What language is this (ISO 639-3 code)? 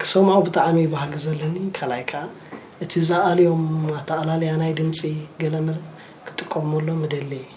tir